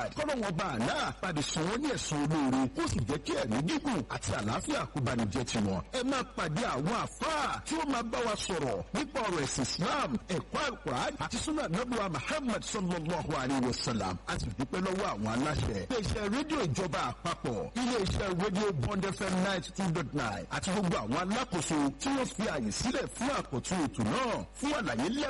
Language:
Yoruba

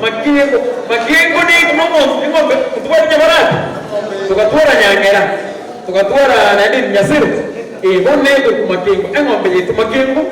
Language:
Gusii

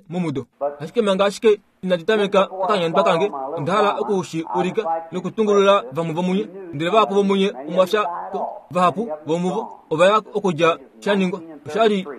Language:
Kuanyama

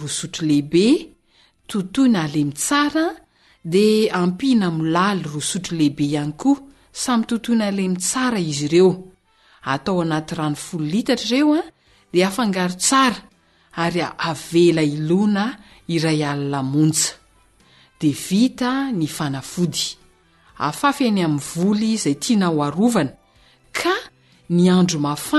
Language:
Malagasy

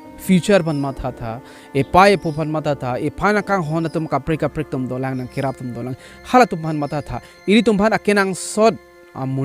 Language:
Karbi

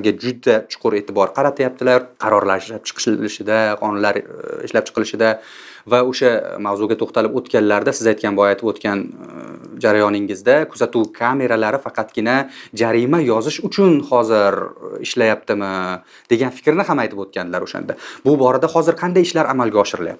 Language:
Uzbek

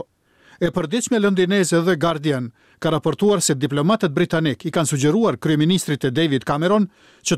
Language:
Albanian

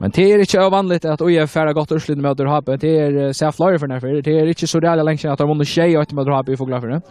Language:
Faroese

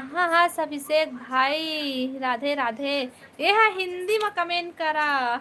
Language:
Chhattisgarhi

